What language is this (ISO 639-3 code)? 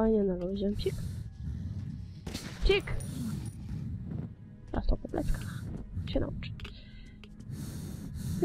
pol